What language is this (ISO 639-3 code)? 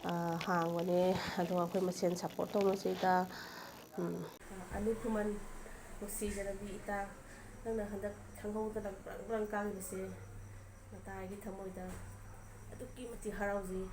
mni